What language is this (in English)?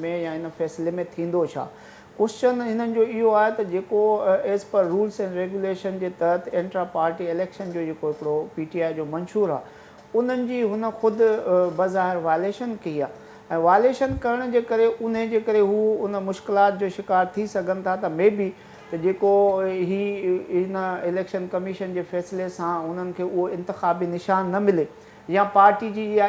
Sindhi